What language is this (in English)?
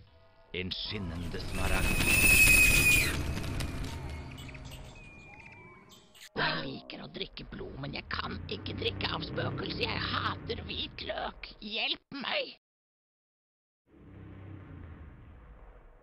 Norwegian